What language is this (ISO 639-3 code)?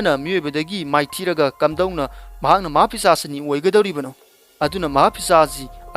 mni